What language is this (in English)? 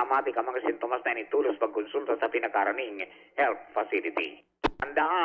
Bikol